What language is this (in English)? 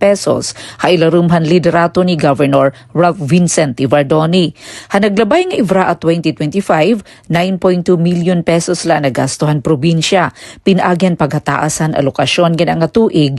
Waray